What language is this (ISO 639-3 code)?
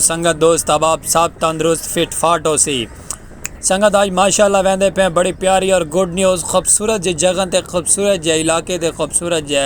skr